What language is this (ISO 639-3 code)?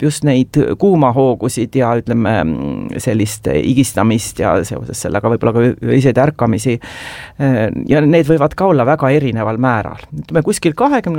est